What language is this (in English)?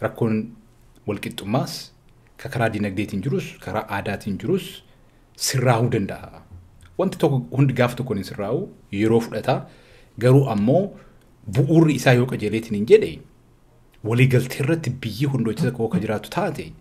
Oromo